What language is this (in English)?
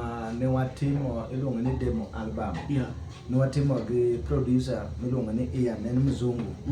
Luo (Kenya and Tanzania)